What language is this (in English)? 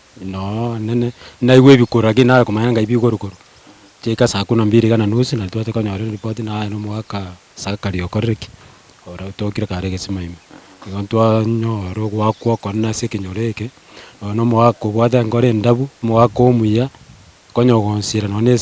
Gusii